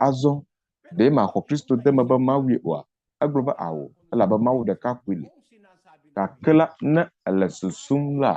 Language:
Ewe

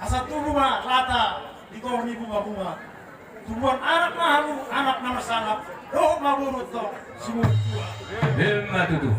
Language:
Batak Toba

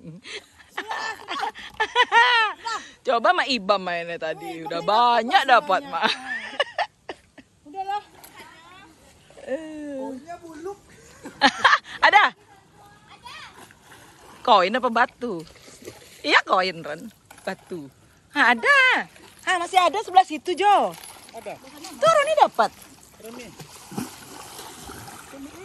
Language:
Indonesian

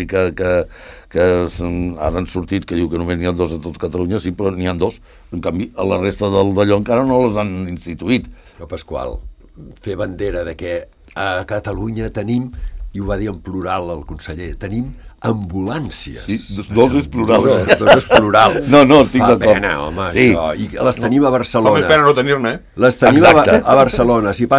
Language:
Catalan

